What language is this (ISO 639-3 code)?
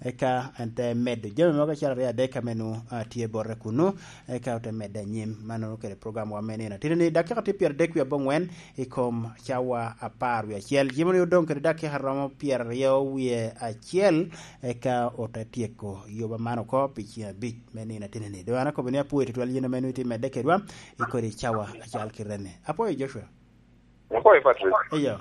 laj